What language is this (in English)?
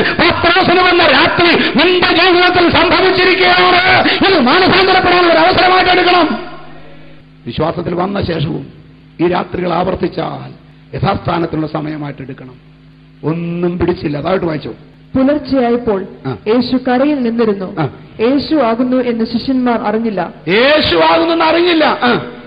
Malayalam